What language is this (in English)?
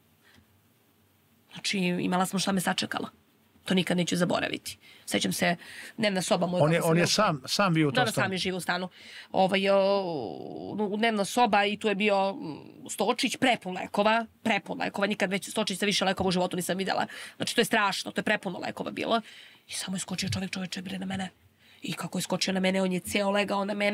Serbian